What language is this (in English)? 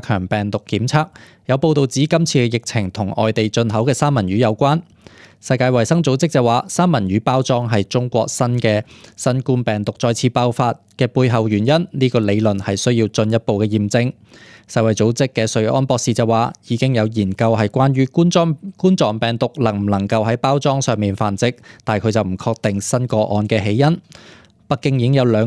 Cantonese